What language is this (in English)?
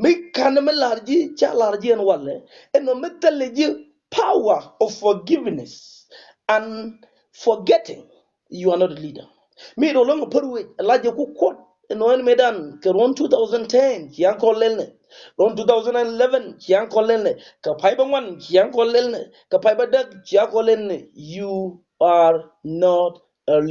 Nuer